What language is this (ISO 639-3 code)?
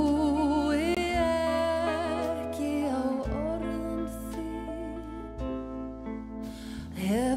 isl